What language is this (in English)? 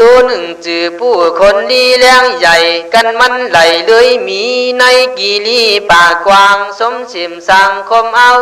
Khün